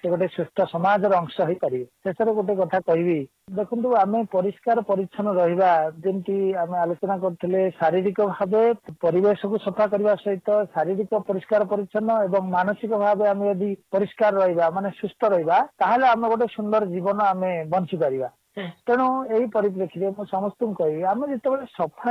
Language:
Odia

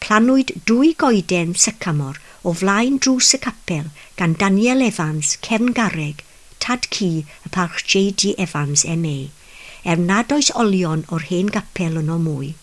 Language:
Welsh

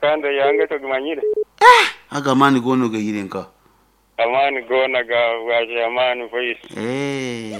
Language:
Nyankole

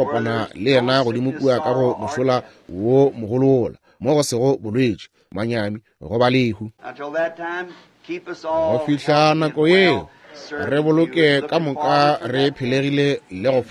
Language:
Northern Sotho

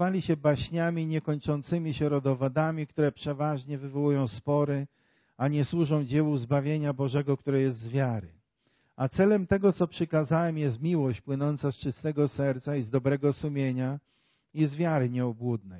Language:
Polish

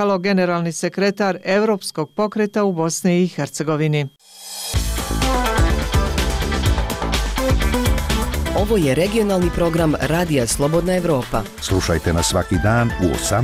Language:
Bosnian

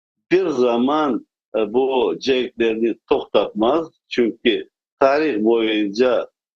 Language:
Crimean Tatar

